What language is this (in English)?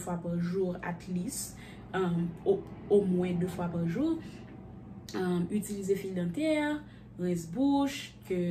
Haitian Creole